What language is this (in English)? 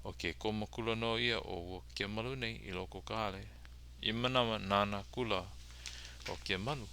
Hawaiian